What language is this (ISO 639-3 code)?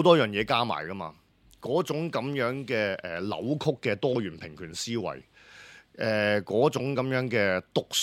yue